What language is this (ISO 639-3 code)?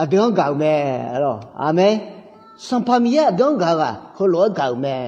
ahk